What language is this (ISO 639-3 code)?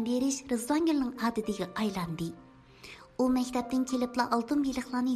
uig